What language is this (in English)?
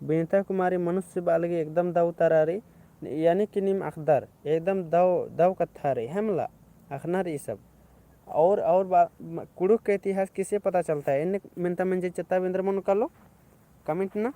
Kurukh